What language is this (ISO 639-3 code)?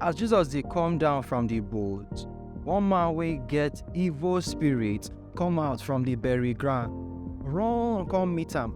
pcm